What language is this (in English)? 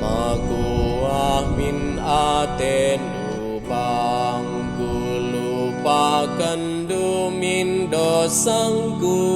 Batak Karo